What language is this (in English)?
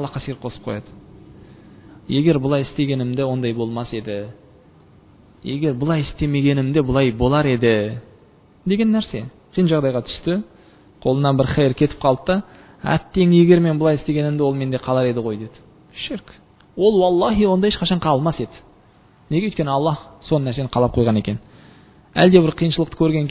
Kazakh